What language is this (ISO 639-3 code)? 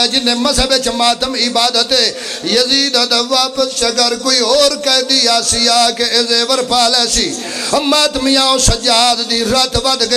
phr